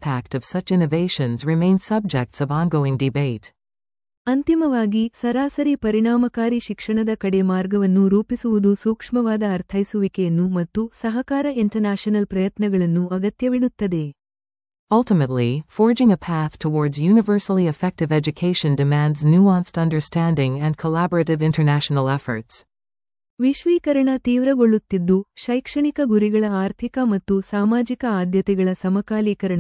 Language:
Kannada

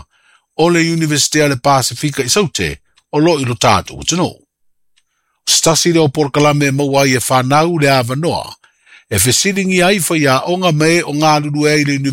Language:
Samoan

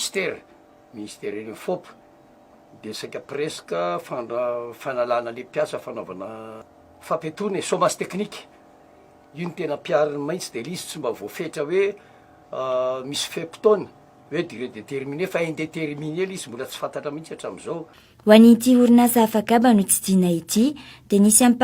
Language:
Malagasy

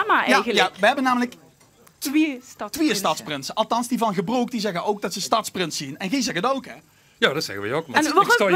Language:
Limburgish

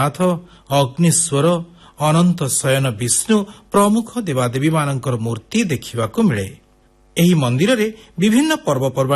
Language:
Odia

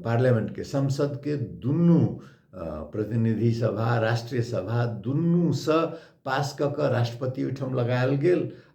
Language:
Maithili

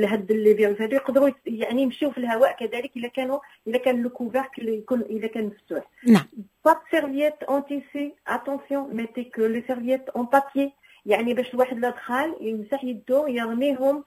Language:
Moroccan Arabic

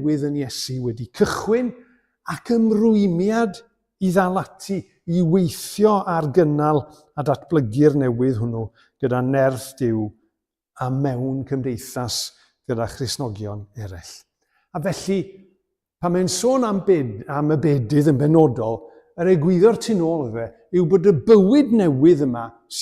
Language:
Welsh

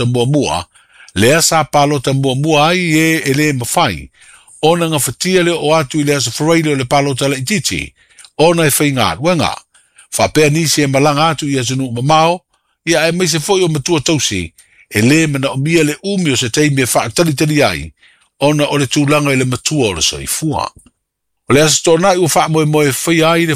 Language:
Samoan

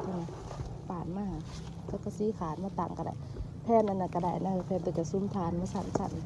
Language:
Northeastern Thai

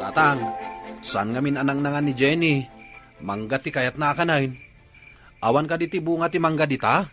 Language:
Iloko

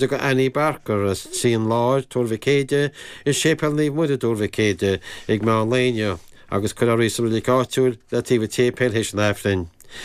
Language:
Irish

